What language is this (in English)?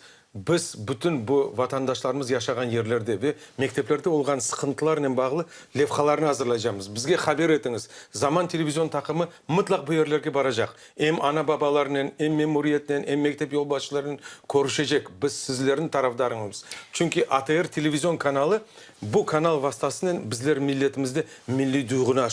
Crimean Tatar